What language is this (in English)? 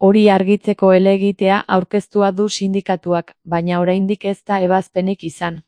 Basque